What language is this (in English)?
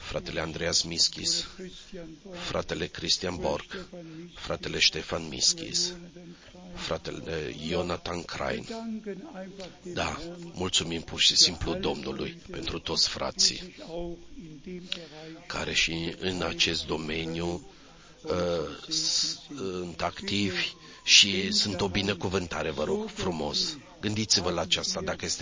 Romanian